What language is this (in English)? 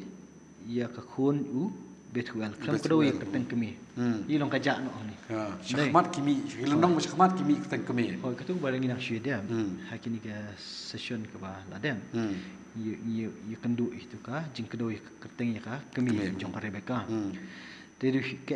Khasi